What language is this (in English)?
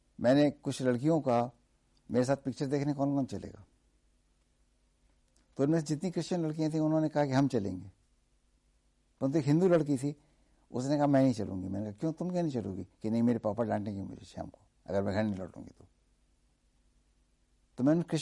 Hindi